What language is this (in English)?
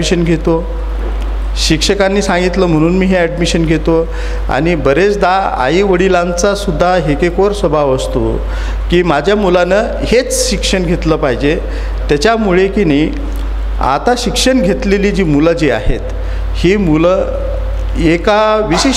Marathi